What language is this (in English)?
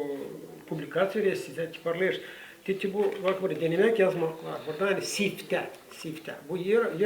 Gagauz